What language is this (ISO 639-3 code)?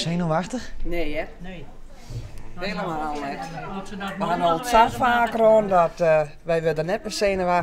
fry